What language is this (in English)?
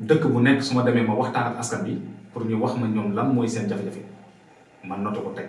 Wolof